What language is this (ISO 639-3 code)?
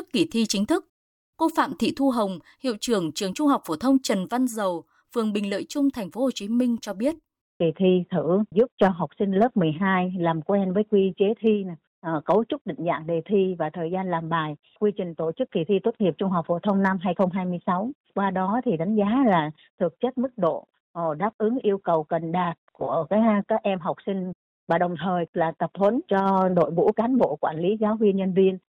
vie